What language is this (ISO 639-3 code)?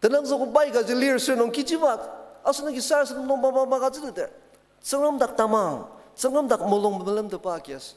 njo